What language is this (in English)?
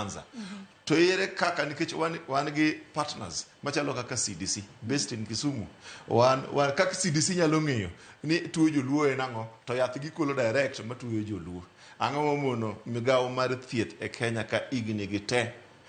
Luo (Kenya and Tanzania)